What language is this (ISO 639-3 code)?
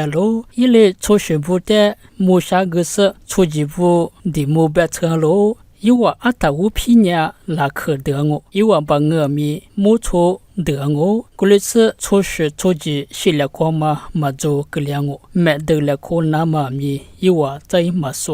lis